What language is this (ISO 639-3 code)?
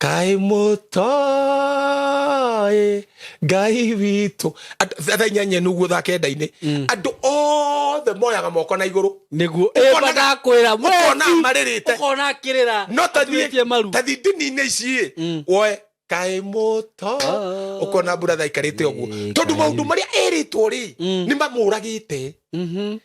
kik